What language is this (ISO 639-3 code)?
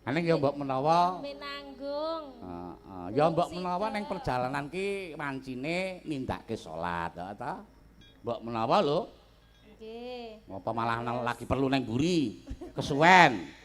jav